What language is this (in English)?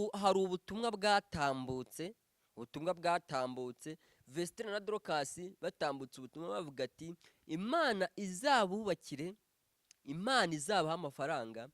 Kinyarwanda